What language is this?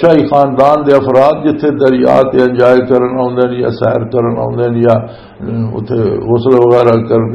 Western Panjabi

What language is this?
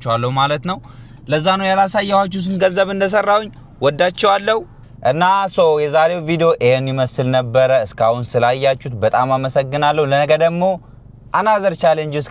Amharic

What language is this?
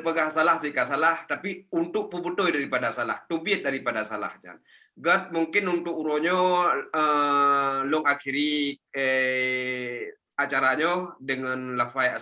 Achinese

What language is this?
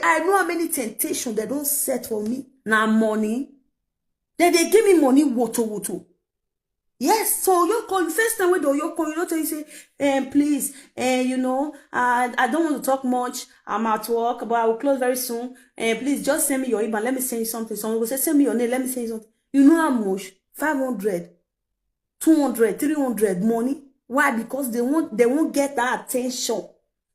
Nigerian Pidgin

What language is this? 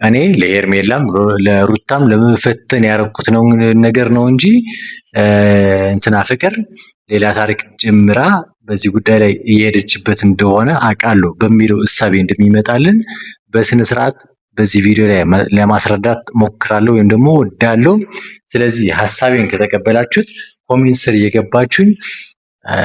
Amharic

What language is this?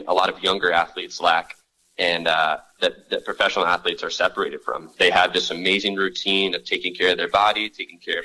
English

